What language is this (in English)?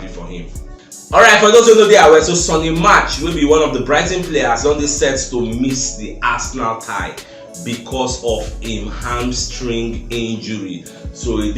Nigerian Pidgin